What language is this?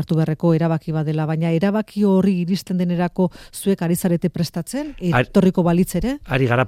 Basque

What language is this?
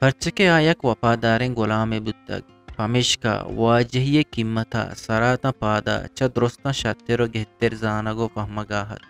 Eastern Balochi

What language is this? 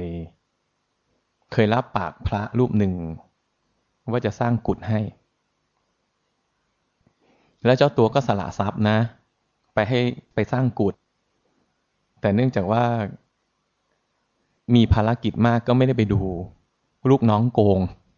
Thai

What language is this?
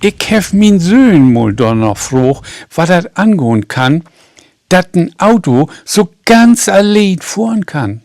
Low German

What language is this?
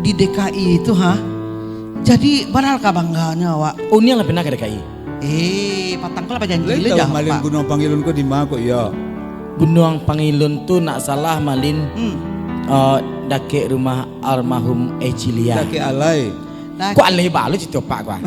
Minangkabau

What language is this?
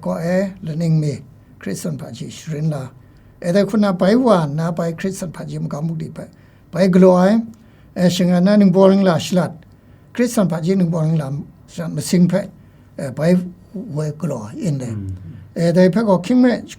Kachin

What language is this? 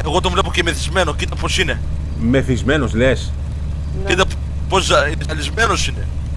Greek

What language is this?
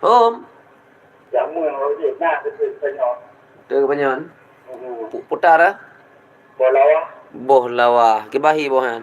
Achinese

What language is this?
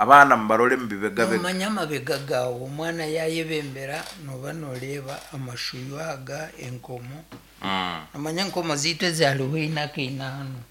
Nyankole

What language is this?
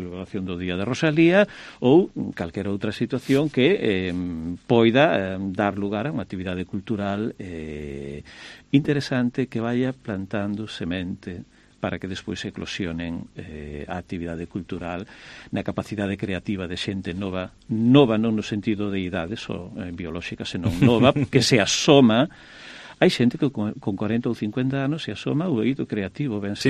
Galician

